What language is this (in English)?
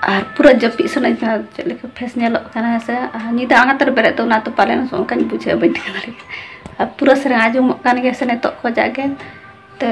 Santali